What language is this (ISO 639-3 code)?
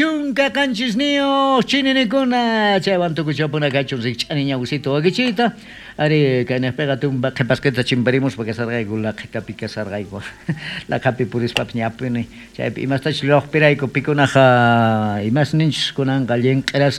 quh